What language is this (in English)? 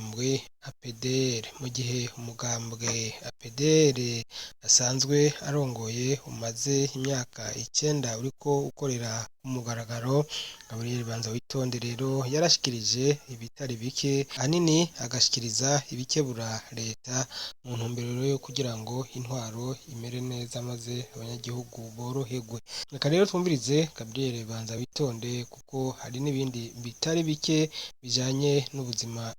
Rundi